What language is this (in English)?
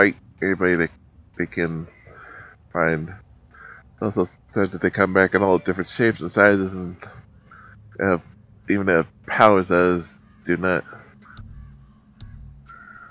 English